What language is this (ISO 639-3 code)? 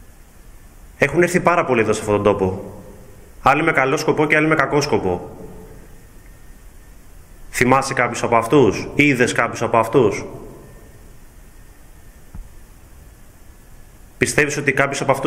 ell